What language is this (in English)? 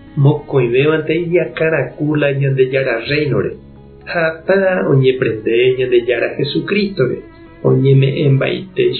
Guarani